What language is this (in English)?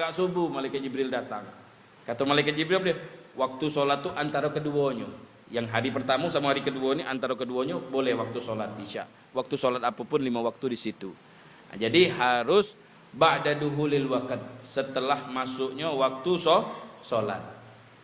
Musi